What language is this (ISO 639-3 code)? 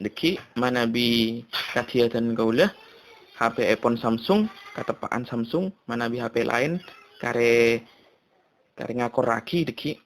mad